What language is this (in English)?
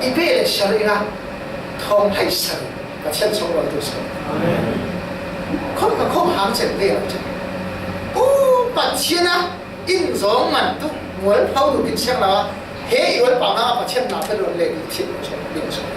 Falam Chin